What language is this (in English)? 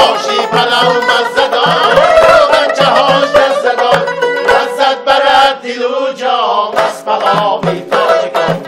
Tajik